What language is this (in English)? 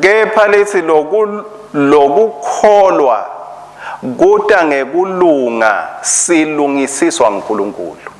Swati